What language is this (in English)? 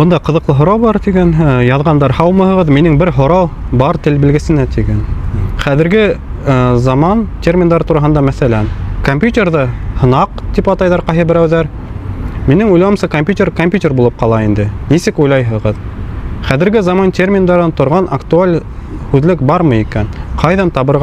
Bashkir